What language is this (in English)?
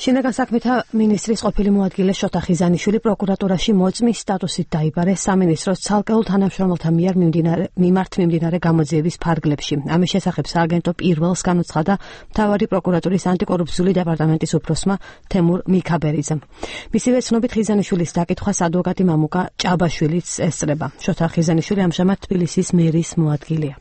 Georgian